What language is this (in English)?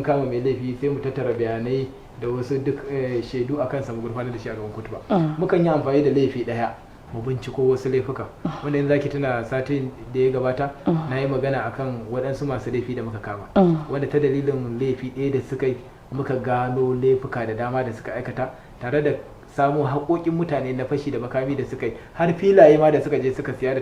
Hausa